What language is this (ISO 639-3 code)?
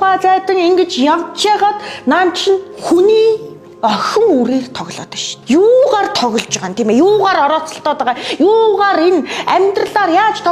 mon